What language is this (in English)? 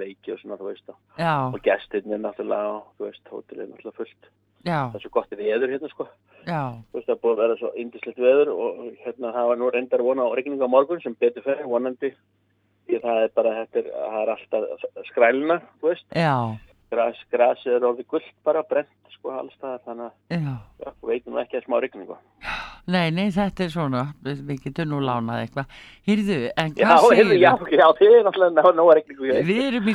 Icelandic